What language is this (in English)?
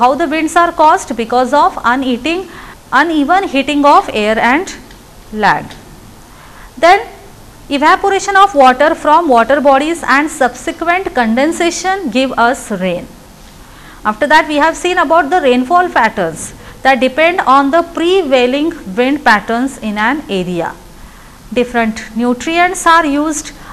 English